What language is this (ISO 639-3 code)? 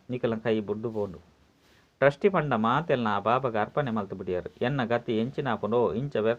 tcy